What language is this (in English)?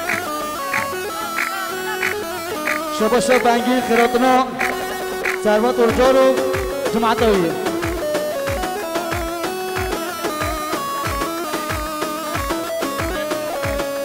Persian